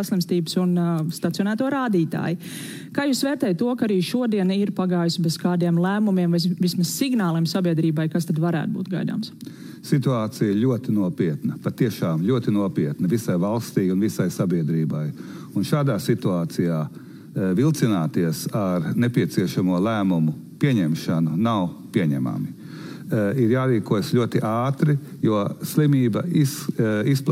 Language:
Latvian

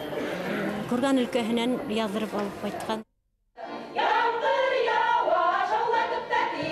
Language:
Bashkir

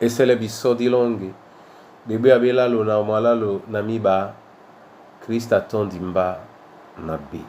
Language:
Duala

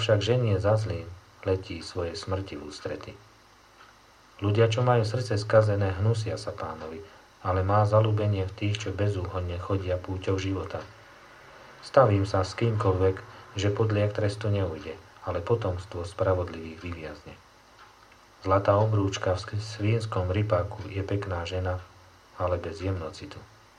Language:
Slovak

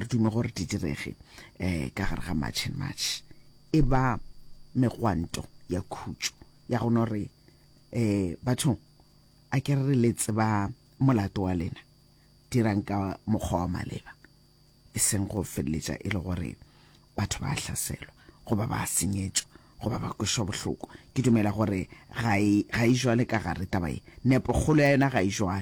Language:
Northern Sotho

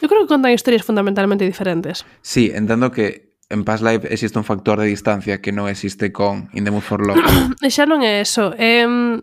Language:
Galician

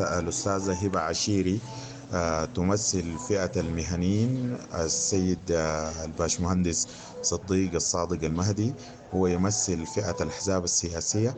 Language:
Sudanese Arabic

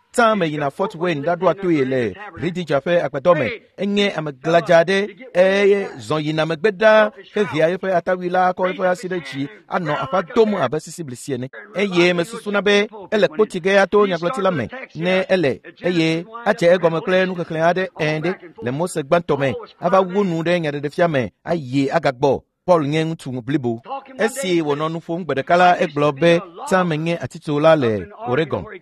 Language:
Ewe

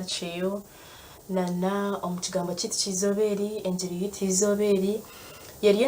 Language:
Nyankole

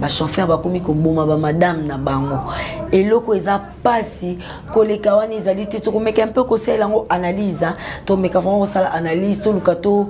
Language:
Lingala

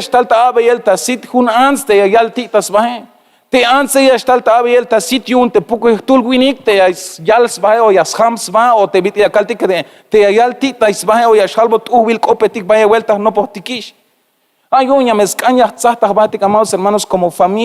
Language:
Tzeltal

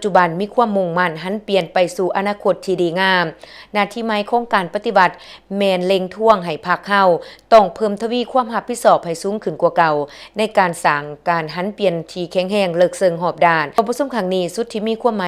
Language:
Lao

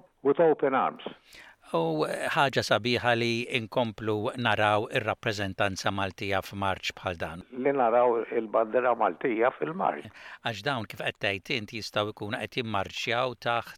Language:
Maltese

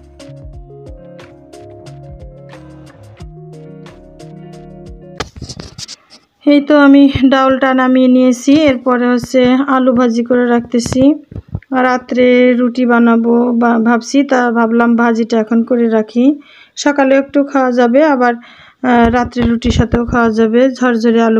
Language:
Bangla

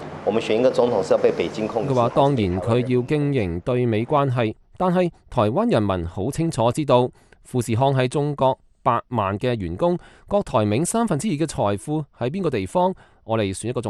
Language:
Cantonese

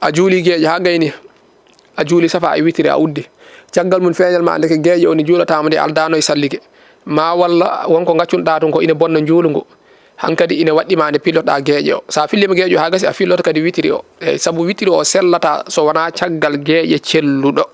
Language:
Fula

